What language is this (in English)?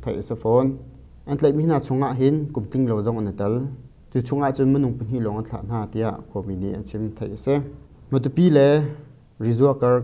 Hakha Chin